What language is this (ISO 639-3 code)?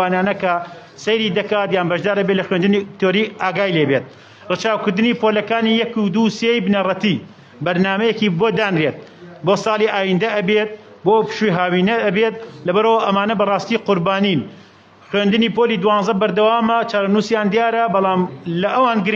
ckb